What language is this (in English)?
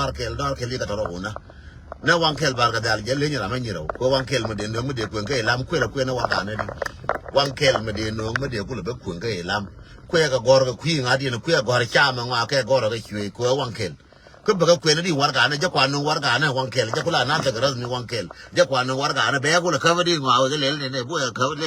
Nuer